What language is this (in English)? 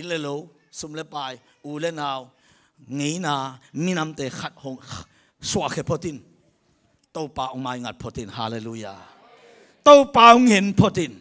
Tedim Chin